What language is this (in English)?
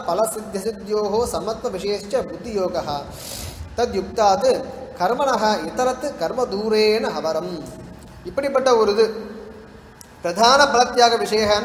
Tamil